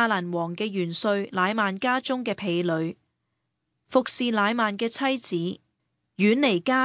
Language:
Cantonese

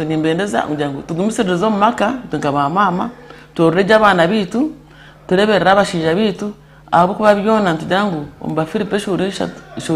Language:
Nyankole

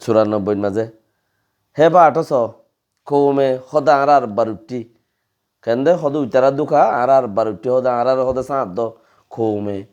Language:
Rohingya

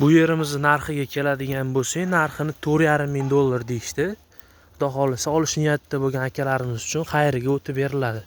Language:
Uzbek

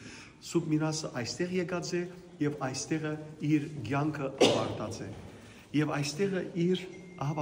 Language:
Western Armenian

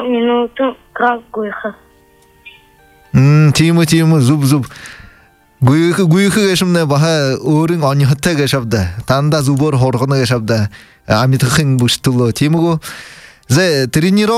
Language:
Buriat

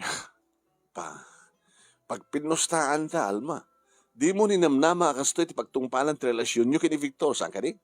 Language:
Iloko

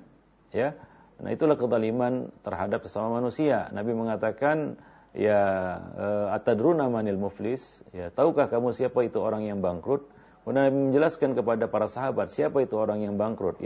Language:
Indonesian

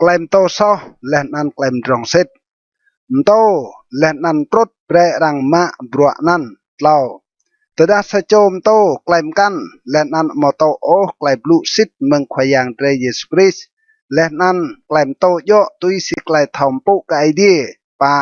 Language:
Rade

